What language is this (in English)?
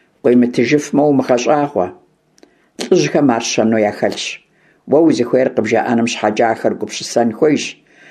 Kabardian